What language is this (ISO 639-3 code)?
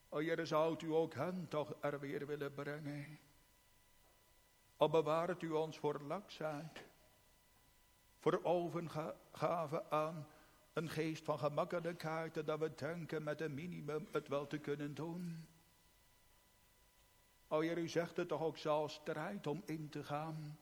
nld